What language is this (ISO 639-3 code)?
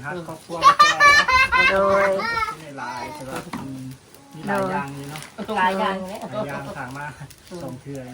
tts